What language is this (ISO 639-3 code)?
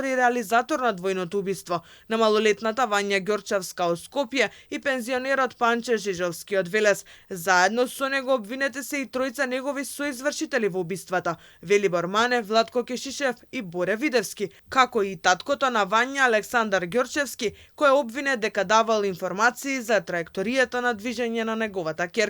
mkd